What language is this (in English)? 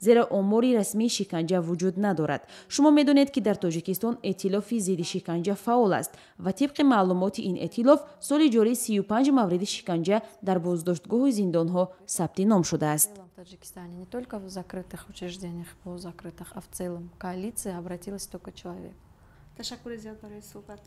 Tajik